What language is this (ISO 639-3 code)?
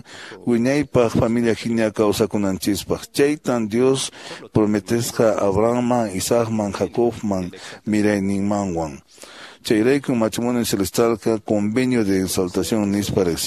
que